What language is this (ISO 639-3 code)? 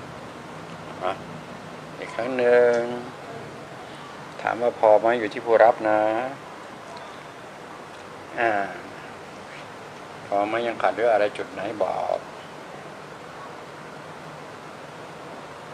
tha